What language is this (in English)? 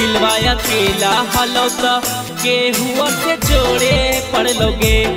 Magahi